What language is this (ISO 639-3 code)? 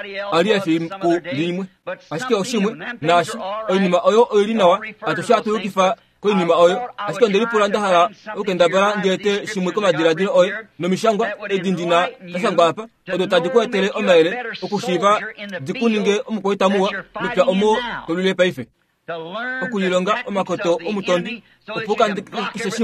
kua